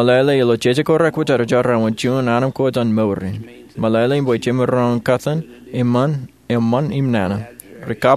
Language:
Marshallese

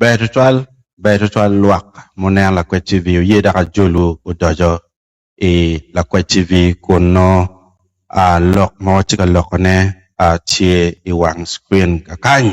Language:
Acoli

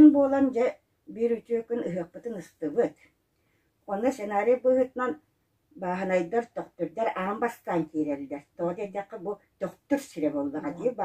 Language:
Yakut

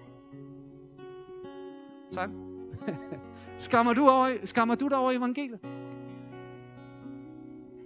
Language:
Danish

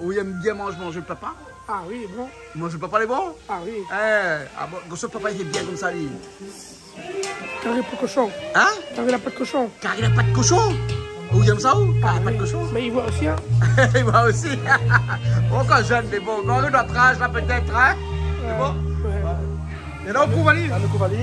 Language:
Réunion Creole French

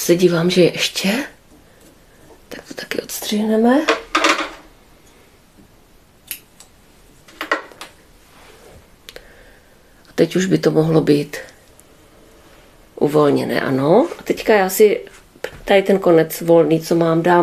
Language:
Czech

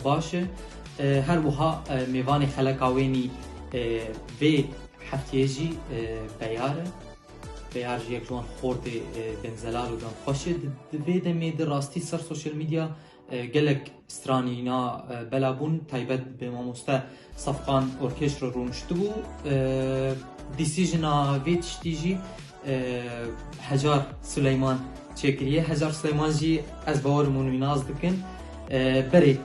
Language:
Kurdish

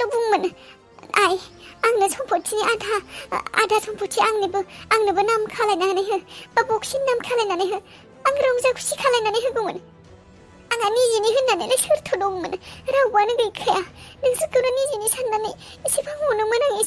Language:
Bodo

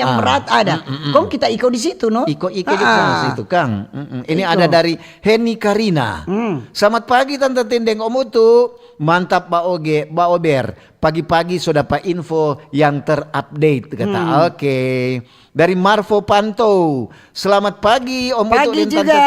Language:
Manado Malay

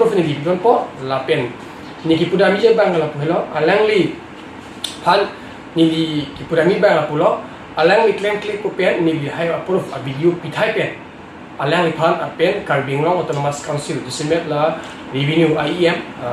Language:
Karbi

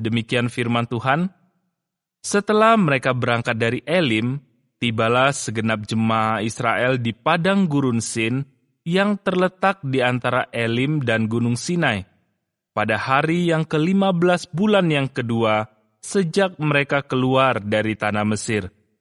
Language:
Indonesian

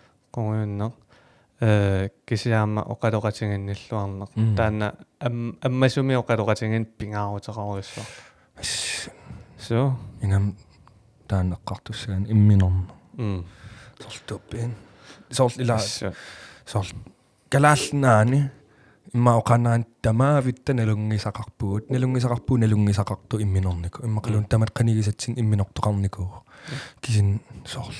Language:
Kalaallisut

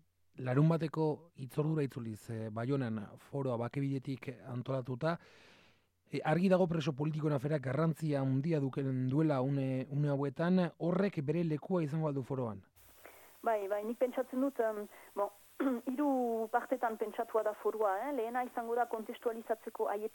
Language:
Basque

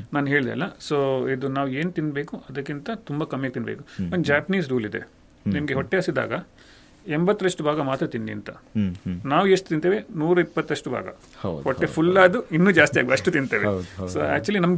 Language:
Kannada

